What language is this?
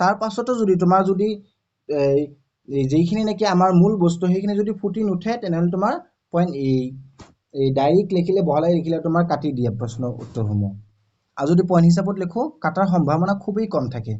Assamese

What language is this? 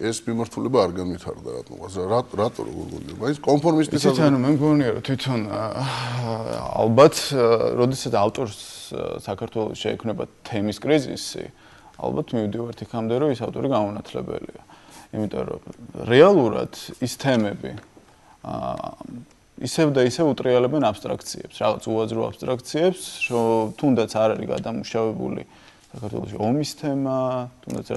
Georgian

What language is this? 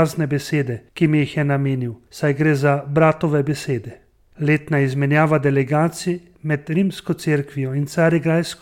Slovenian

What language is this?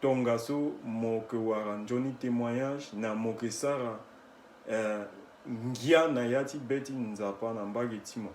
Sango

